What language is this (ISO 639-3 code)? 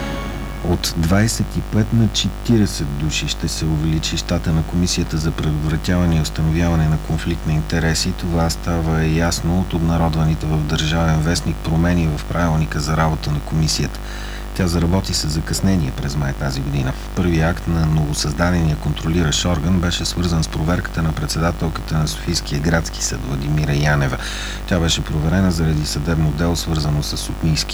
bul